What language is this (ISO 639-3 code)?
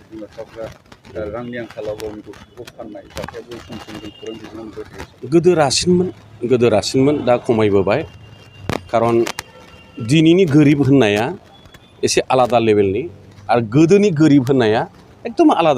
brx